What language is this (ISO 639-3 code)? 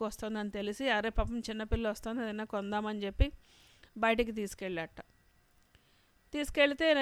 tel